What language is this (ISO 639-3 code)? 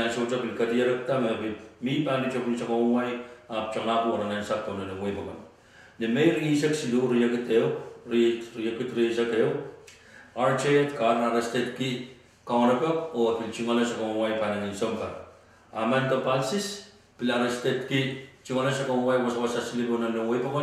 pon